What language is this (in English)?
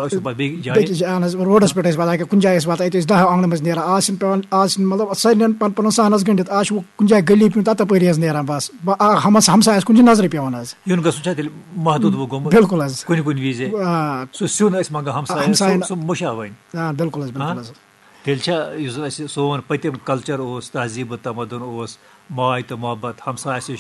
Kashmiri